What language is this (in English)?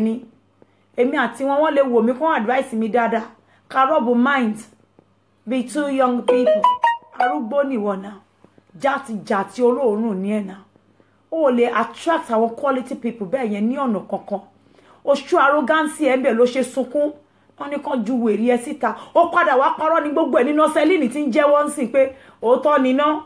Yoruba